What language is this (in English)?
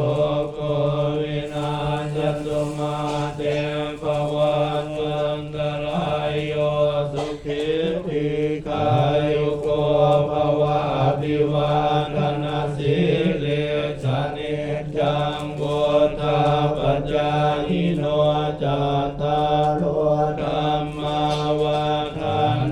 Pali